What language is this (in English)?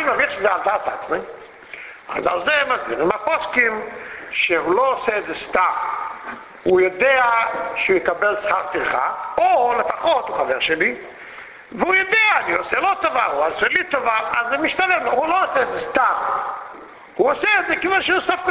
Hebrew